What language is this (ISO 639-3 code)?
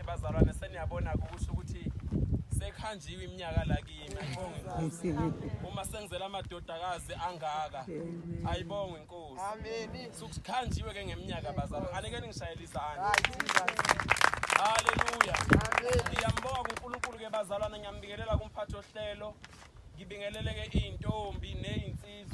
zul